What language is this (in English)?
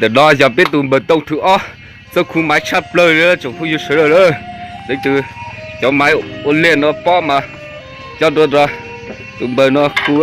Hmong